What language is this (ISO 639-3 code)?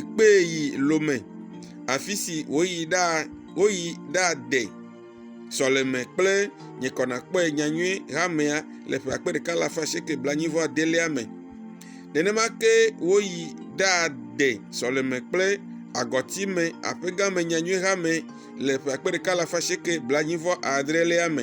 ewe